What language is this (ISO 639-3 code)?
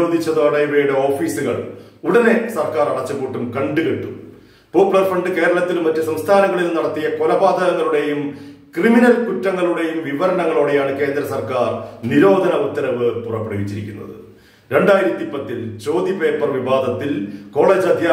mal